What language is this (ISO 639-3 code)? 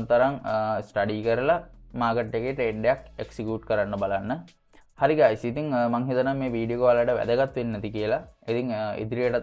sin